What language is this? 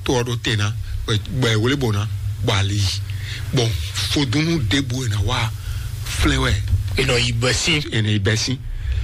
Fon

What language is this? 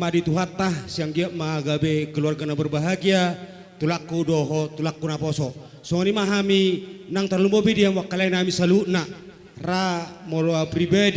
Batak Toba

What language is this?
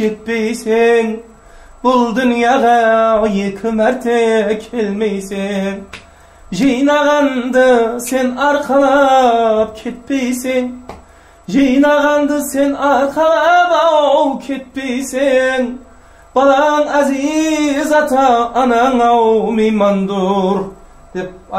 Kara-Kalpak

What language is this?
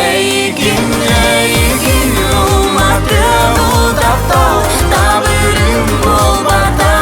Yakut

